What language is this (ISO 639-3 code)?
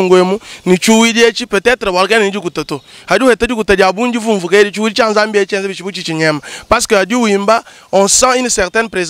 lua